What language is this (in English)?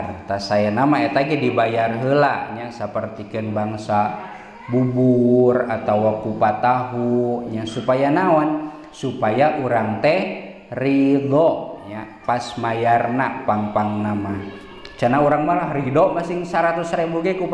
Sundanese